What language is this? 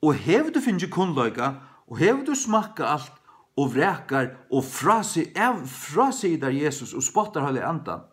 Faroese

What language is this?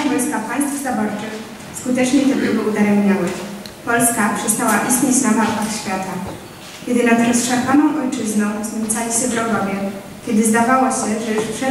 Polish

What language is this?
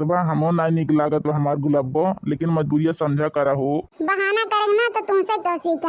Awadhi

